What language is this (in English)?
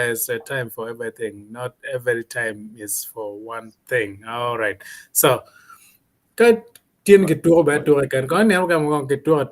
Acoli